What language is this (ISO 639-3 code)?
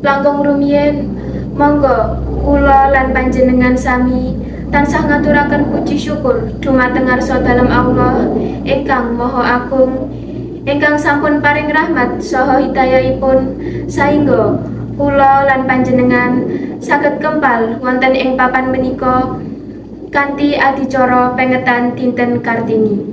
jav